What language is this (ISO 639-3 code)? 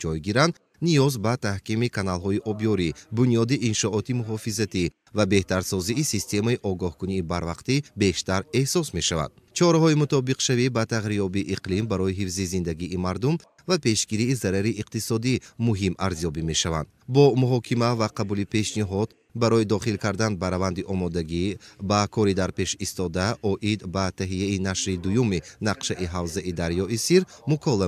tgk